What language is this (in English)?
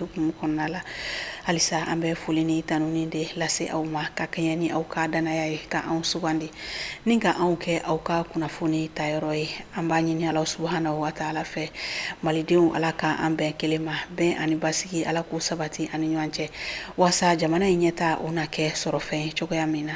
Bambara